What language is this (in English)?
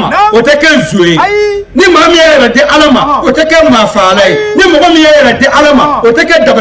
Bambara